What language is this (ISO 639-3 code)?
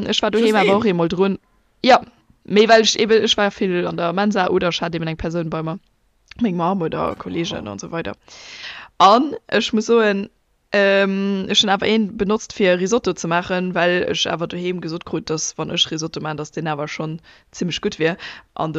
ltz